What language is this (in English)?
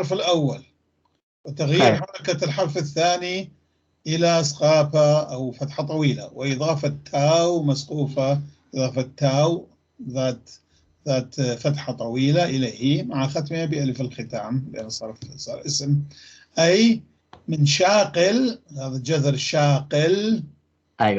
North Levantine Arabic